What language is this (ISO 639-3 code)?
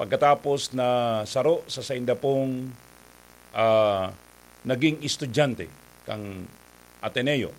bik